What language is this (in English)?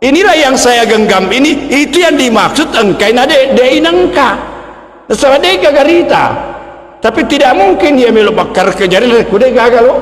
Buginese